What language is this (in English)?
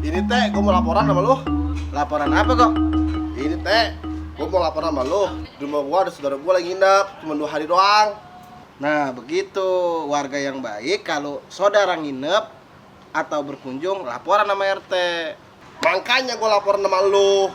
Betawi